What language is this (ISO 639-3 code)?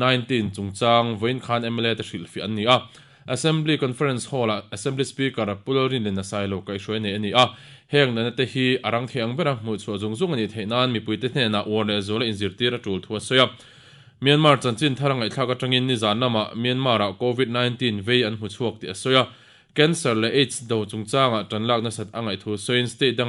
lus